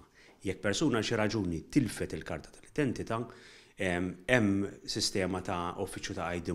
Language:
Maltese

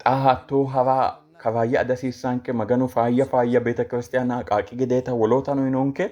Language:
Sidamo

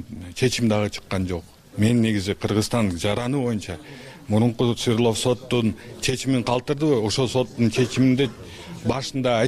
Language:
Kyrgyz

